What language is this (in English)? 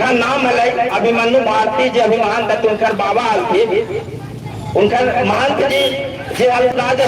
Magahi